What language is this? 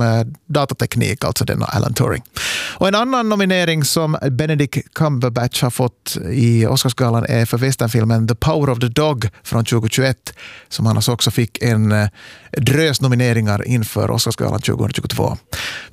Swedish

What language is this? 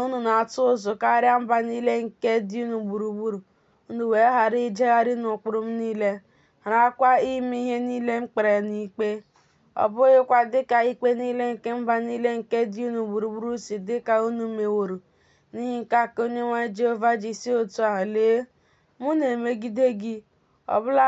Igbo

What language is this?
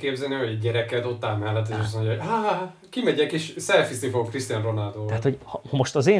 Hungarian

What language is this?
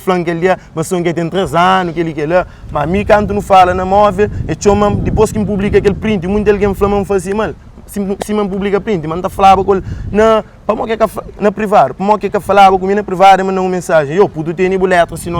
Kabuverdianu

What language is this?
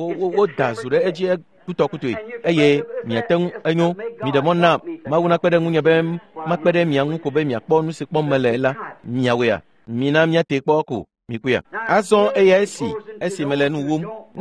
Ewe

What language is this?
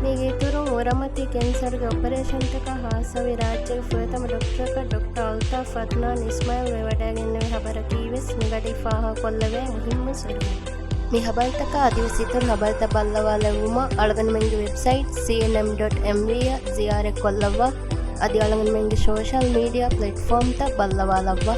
Divehi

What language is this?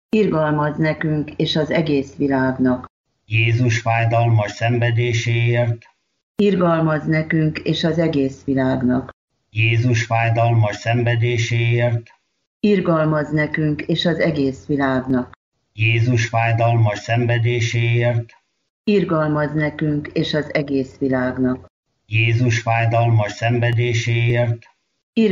Hungarian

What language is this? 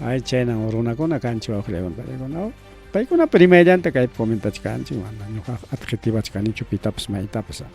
Ayacucho Quechua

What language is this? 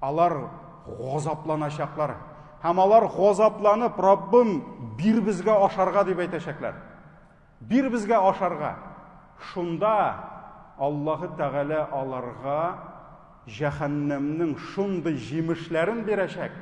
Tatar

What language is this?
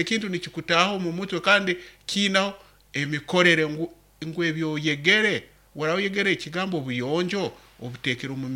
Nyoro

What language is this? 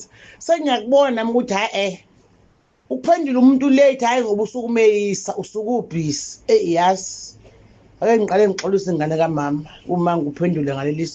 Zulu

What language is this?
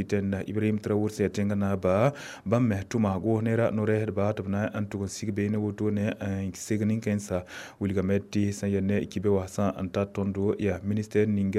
Mossi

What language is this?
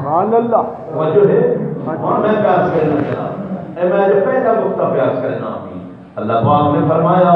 Saraiki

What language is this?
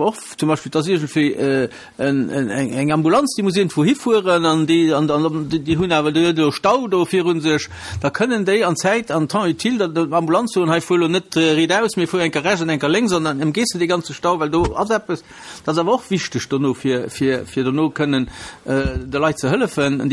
Luxembourgish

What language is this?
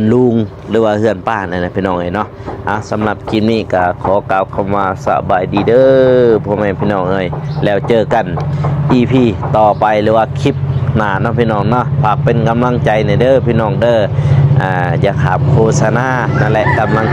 Lao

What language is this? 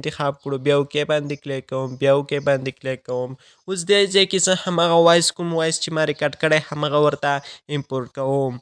Pashto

